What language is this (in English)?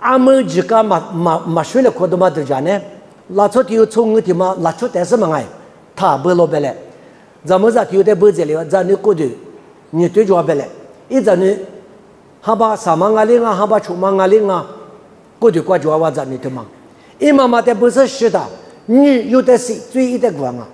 Lisu